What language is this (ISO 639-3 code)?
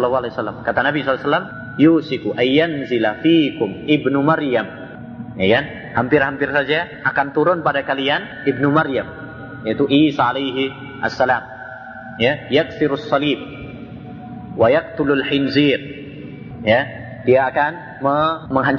ind